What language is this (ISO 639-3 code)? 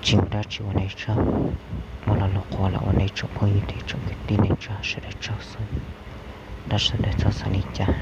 hmn